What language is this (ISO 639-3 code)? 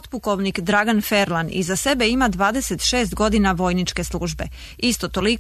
srp